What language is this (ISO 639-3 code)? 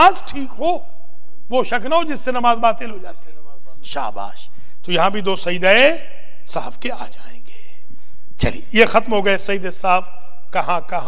urd